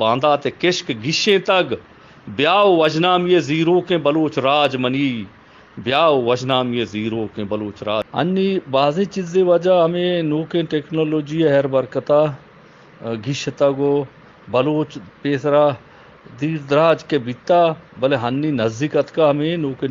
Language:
Eastern Balochi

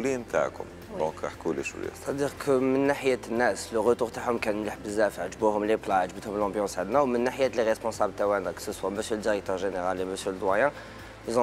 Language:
Algerian Arabic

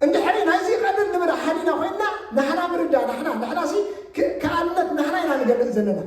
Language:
Tigrinya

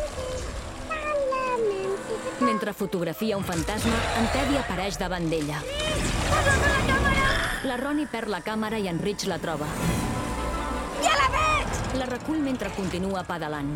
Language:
Catalan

